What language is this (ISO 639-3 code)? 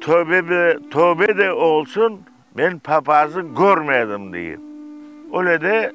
crh